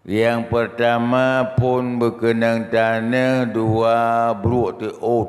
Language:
Achinese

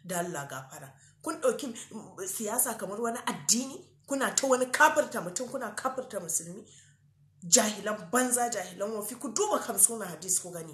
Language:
Hausa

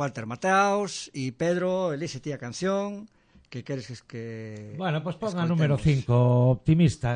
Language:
Galician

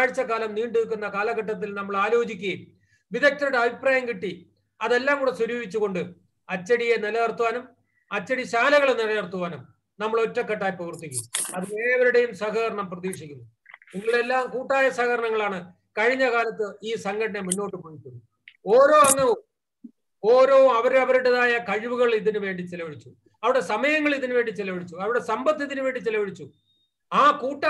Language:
Malayalam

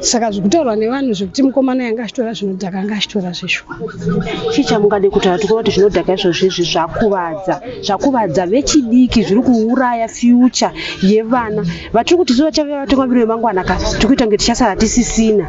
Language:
Shona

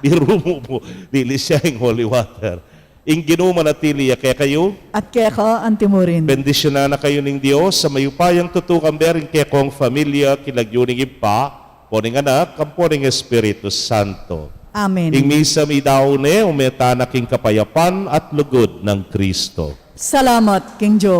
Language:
Pampanga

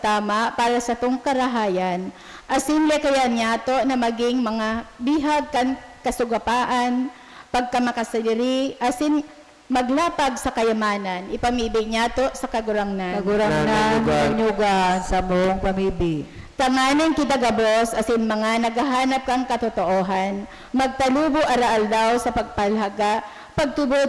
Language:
Bikol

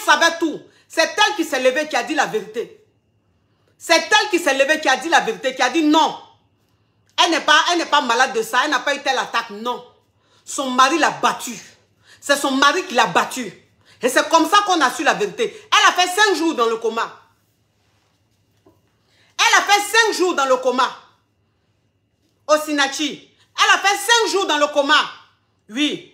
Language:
French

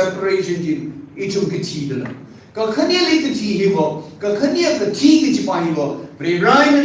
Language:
Tangkhul Naga (India)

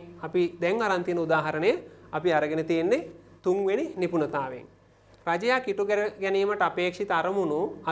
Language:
Sinhala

